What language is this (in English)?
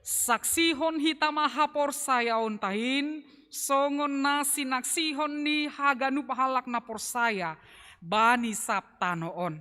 Batak Simalungun